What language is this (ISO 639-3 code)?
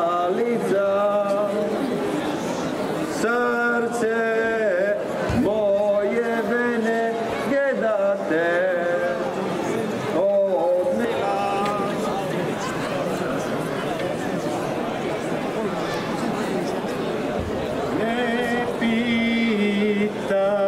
hrv